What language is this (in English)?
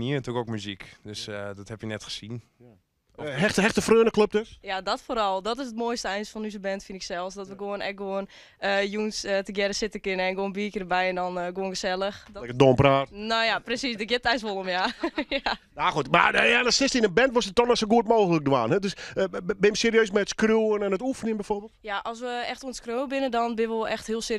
Western Frisian